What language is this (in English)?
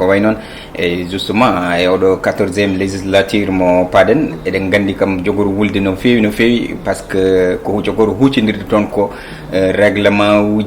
Fula